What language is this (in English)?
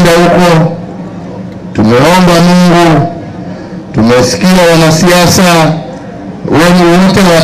Swahili